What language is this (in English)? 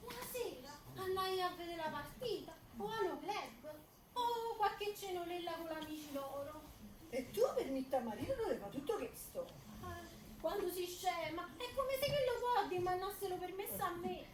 Neapolitan